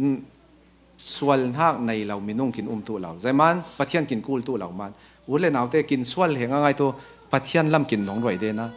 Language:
Falam Chin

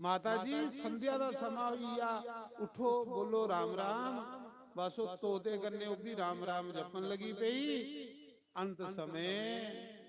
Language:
Dogri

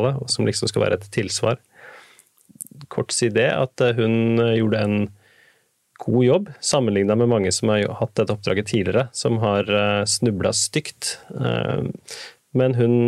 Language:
Norwegian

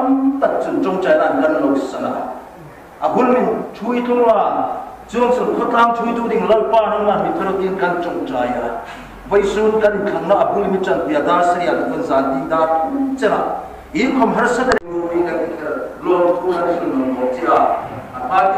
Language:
Hmar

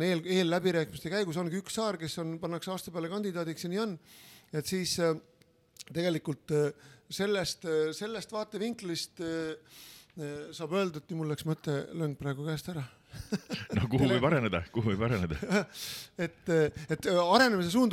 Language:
Estonian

